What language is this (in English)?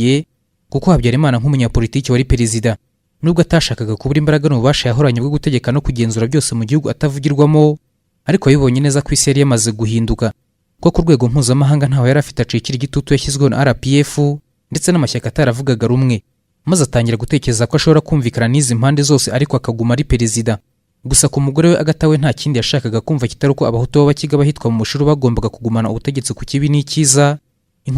Kinyarwanda